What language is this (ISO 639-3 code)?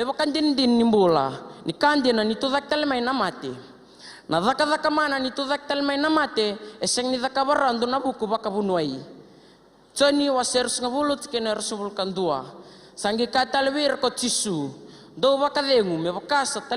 fij